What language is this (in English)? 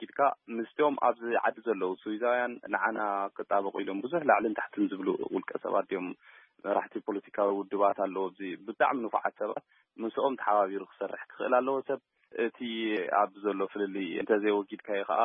Tigrinya